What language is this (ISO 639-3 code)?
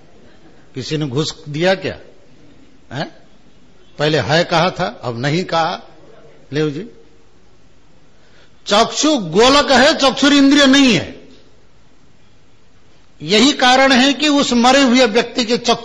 hin